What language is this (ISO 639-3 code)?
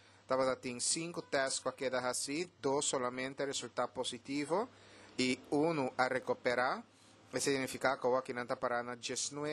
pap